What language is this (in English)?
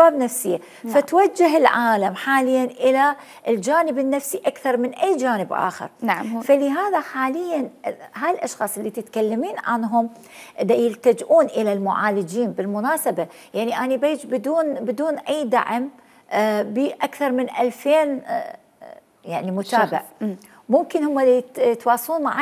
Mesopotamian Arabic